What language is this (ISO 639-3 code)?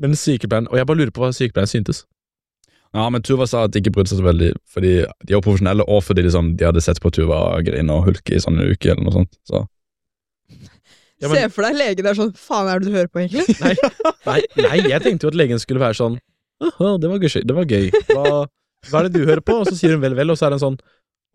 nor